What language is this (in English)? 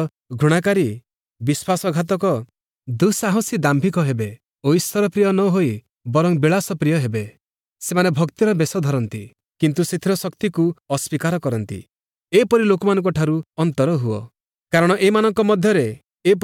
Odia